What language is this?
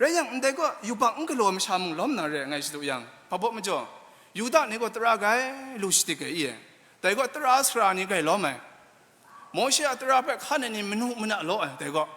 Kachin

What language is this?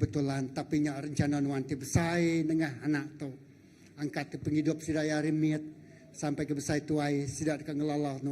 Iban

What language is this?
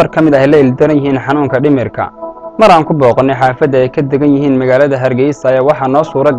Somali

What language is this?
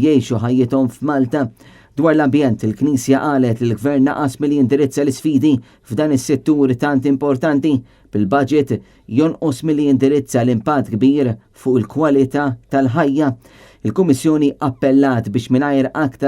Maltese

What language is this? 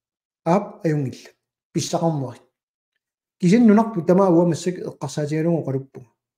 Kalaallisut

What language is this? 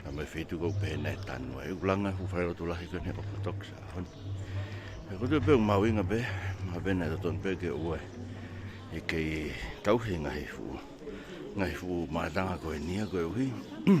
Tongan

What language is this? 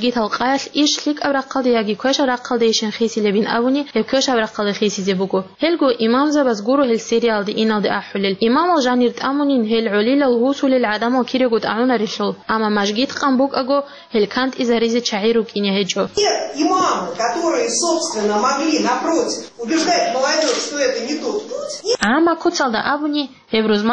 Avaric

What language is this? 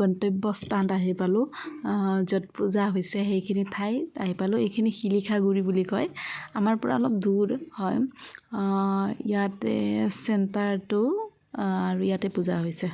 Assamese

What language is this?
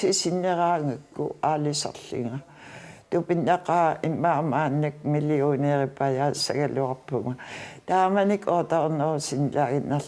Kalaallisut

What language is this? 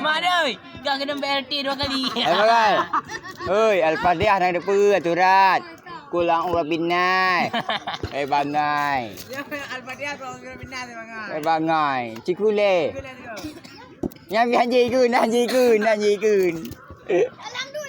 Achinese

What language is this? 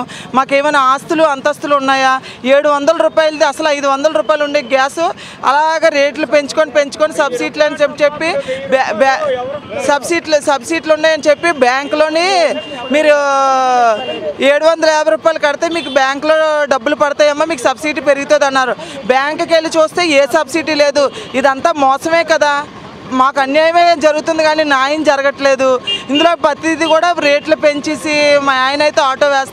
Telugu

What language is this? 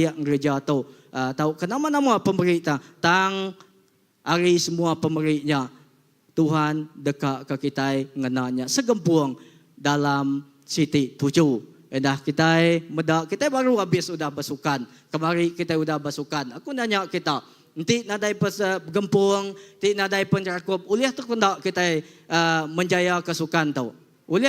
Iban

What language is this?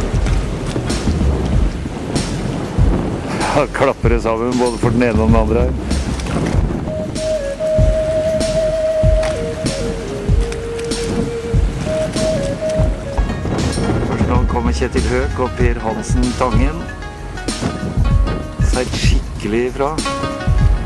Norwegian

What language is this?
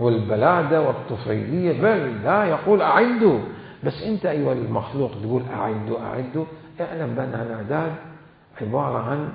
Mesopotamian Arabic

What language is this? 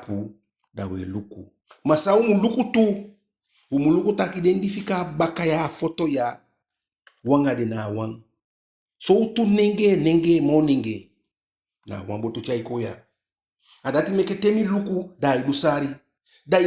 Eastern Maroon Creole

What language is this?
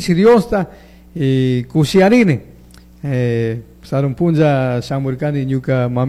Chimborazo Highland Quichua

